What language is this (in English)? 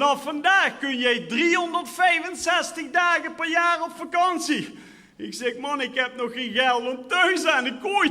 Limburgish